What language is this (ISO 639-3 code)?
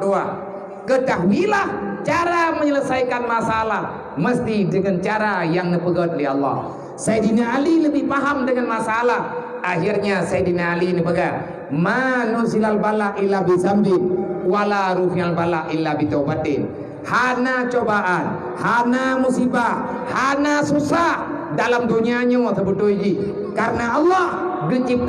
ace